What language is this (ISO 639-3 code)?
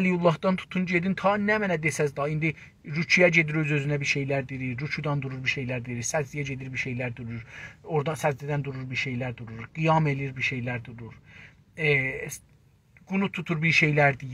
azb